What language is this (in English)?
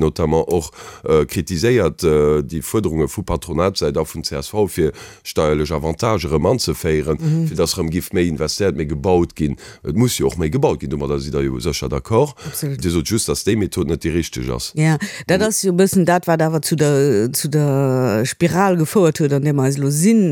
Luxembourgish